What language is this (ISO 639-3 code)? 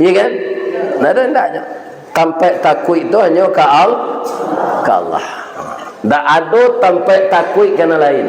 min